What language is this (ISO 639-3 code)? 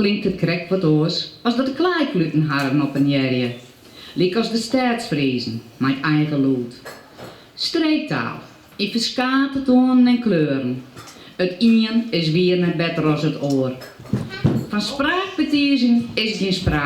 fry